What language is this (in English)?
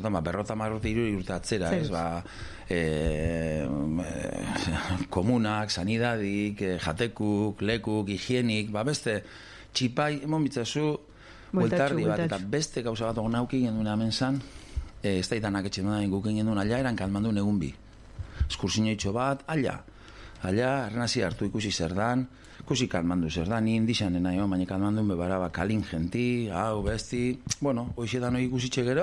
Basque